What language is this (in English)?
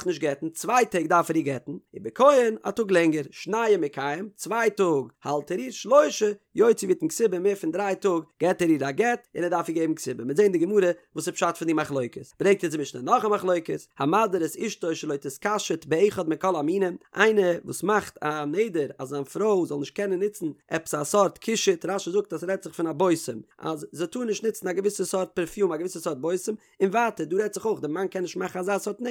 Yiddish